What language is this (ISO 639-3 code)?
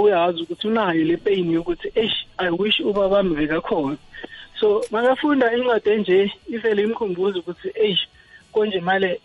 nbl